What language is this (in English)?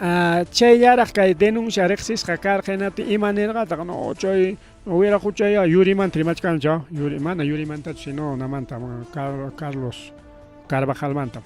Ayacucho Quechua